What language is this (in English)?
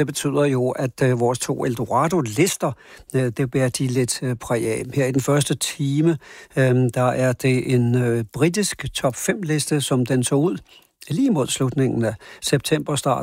Danish